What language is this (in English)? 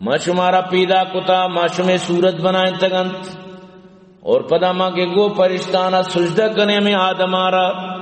Eastern Balochi